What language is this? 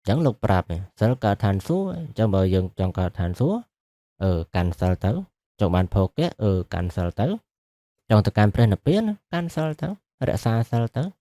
Khmer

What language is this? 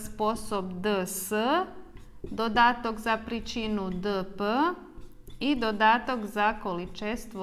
Rusyn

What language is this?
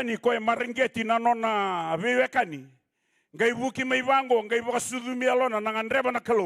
Fijian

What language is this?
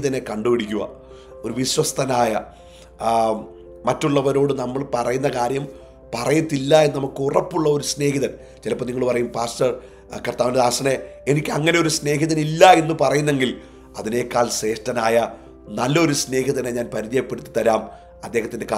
Malayalam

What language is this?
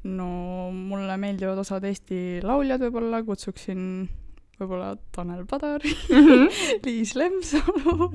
Estonian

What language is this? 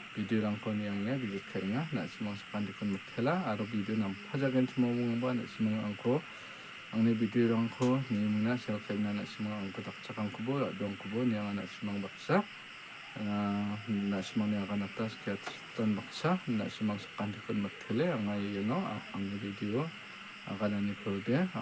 Garo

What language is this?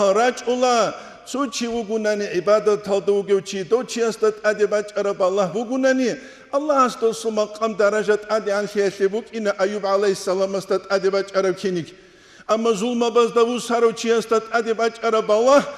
Avaric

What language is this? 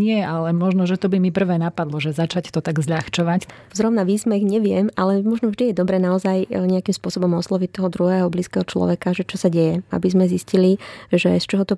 Slovak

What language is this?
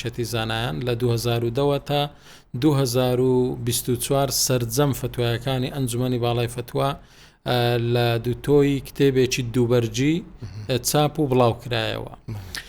Central Kurdish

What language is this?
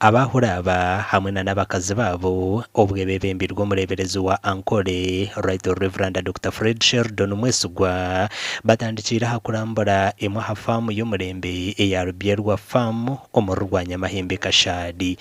Nyankole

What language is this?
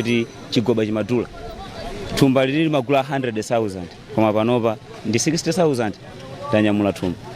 Nyanja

